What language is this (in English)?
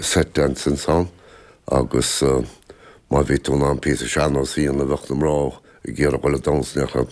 Irish